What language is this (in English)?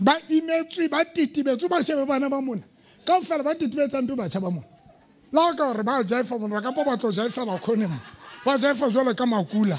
Southern Sotho